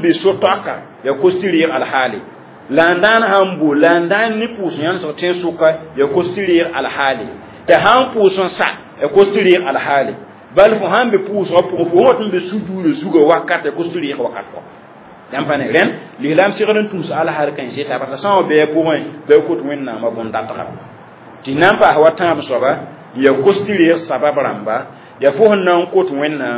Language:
Mossi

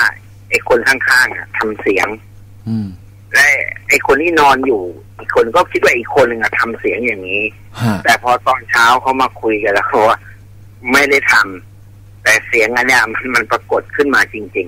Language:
Thai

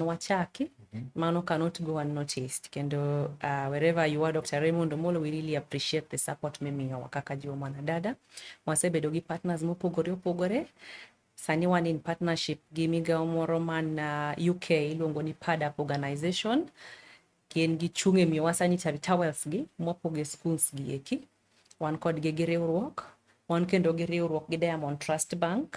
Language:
Luo (Kenya and Tanzania)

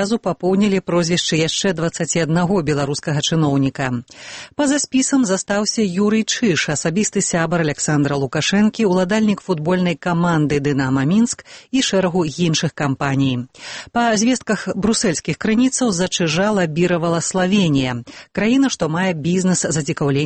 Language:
Belarusian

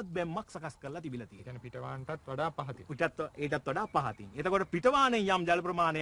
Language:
Sinhala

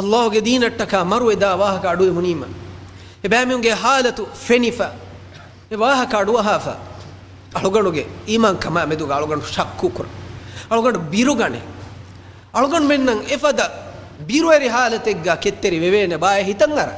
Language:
Divehi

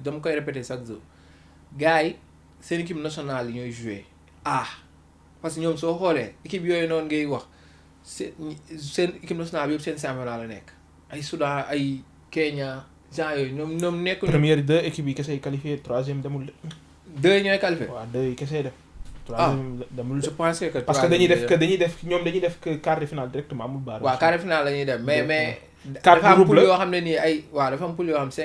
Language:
Wolof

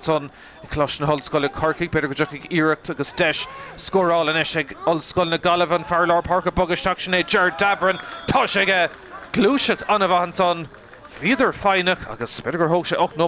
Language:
Irish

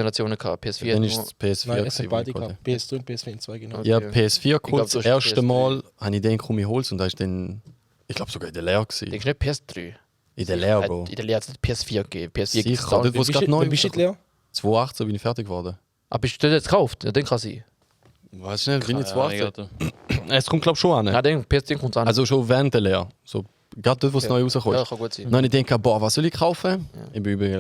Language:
Swiss German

